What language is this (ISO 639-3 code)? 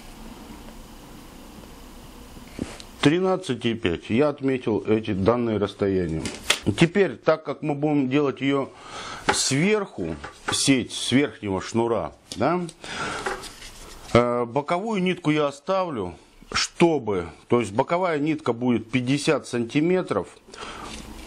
rus